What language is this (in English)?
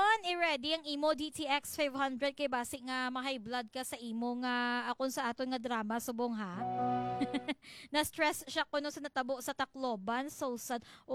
Hiligaynon